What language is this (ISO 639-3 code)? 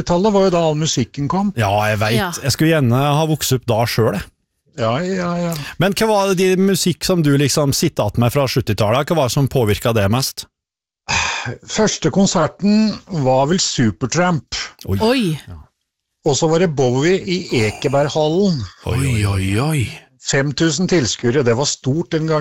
nor